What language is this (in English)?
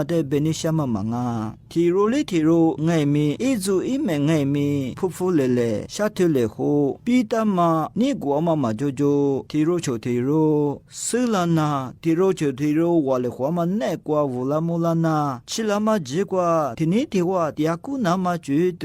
Lisu